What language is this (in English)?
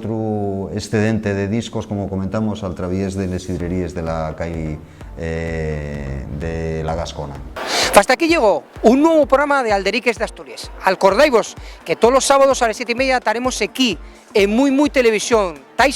Asturian